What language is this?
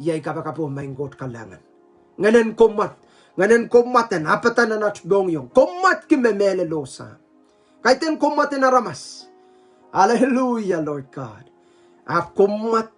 Pohnpeian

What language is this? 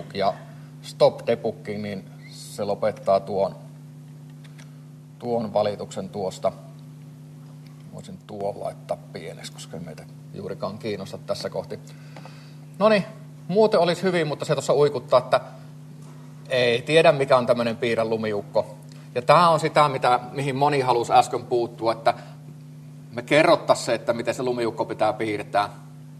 Finnish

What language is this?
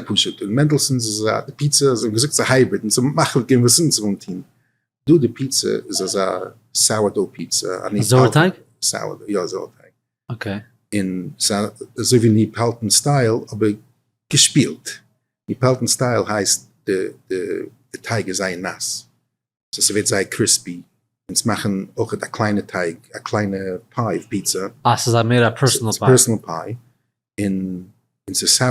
Yiddish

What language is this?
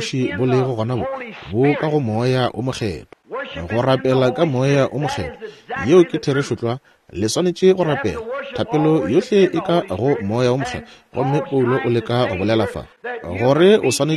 Northern Sotho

